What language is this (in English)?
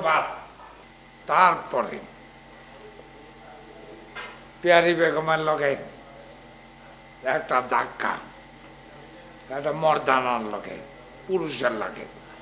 Bangla